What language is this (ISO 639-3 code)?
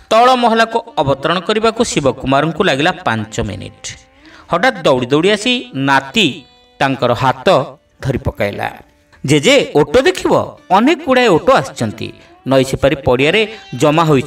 ori